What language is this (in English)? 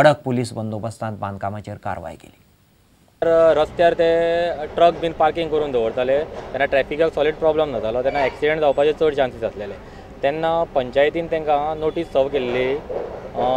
Konkani